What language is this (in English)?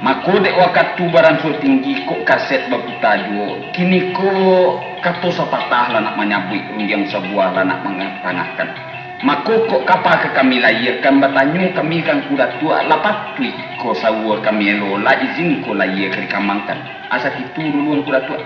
Minangkabau